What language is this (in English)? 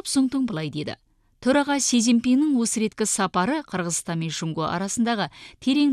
Kazakh